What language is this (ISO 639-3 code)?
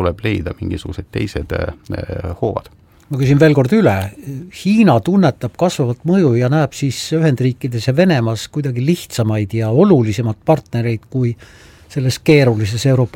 est